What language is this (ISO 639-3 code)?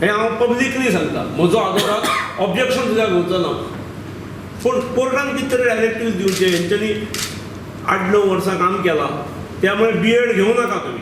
kok